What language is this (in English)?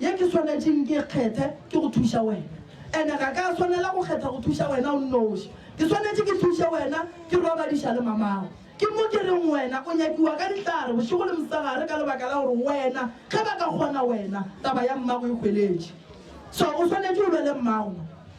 Northern Sotho